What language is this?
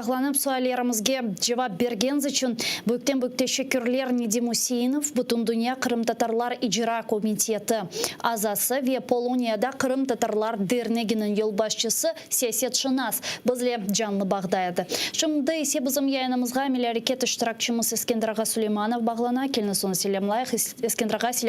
Crimean Tatar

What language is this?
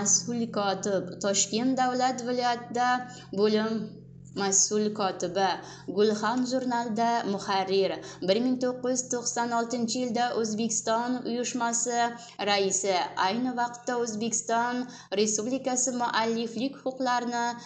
Uzbek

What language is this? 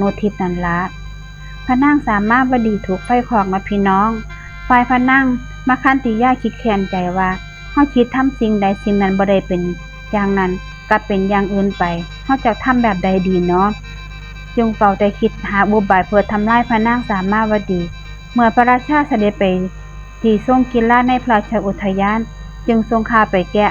Northeastern Thai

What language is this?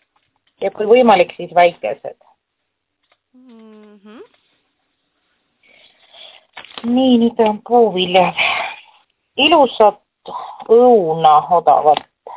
Estonian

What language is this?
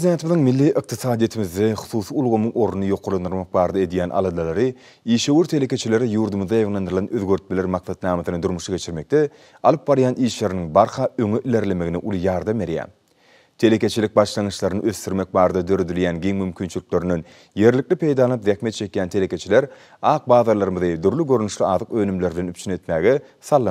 Turkmen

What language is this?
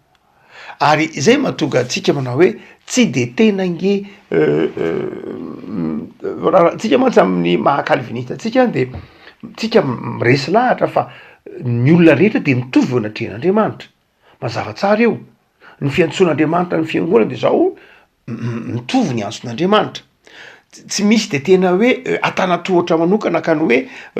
Malagasy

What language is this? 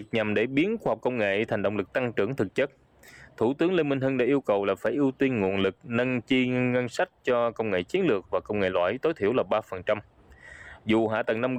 Vietnamese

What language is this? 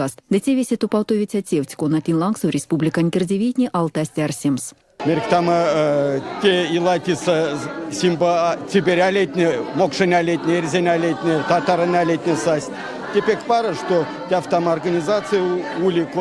Erzya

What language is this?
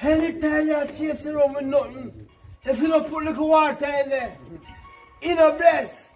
Jamaican Creole English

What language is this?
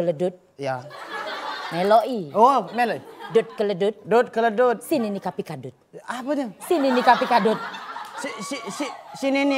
Musi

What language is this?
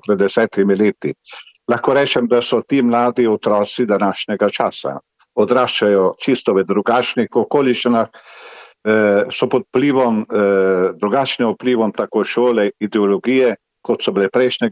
Slovenian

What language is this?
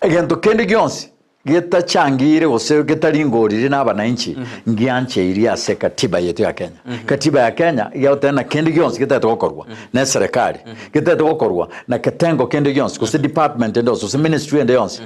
Gusii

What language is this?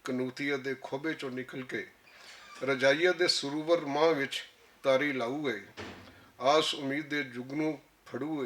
Western Panjabi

